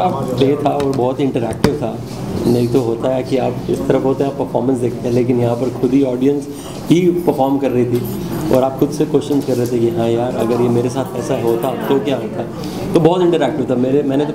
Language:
Hindi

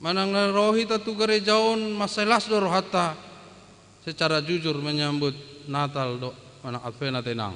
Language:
Batak Toba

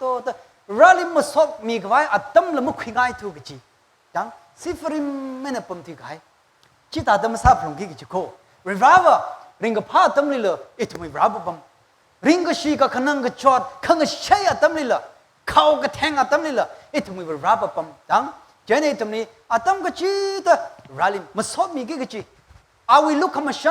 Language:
Tangkhul Naga (India)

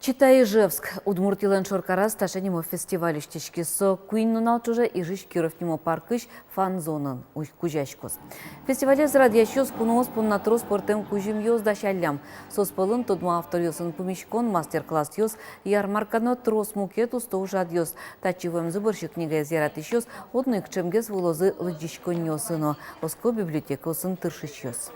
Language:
Udmurt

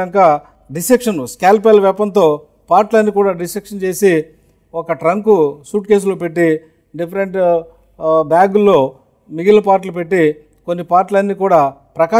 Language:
Telugu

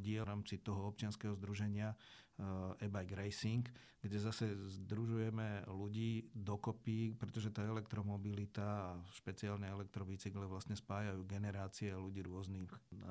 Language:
Slovak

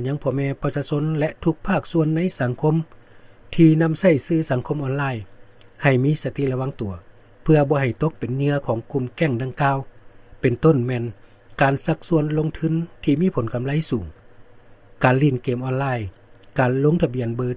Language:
Lao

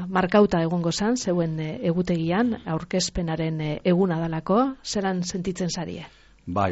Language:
Basque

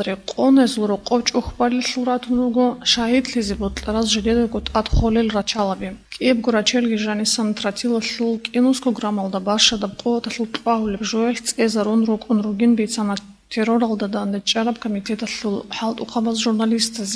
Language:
Avaric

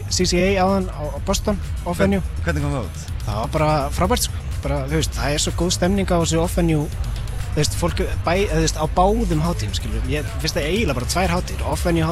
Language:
Icelandic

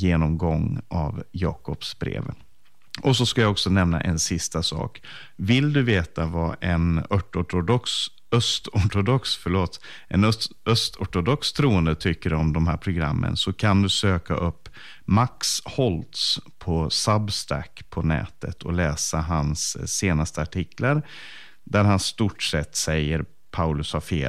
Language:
Swedish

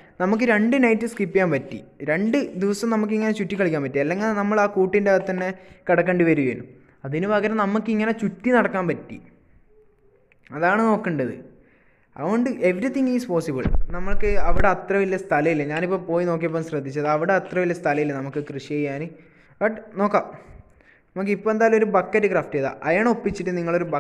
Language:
Malayalam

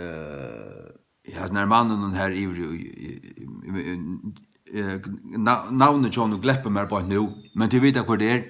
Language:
Faroese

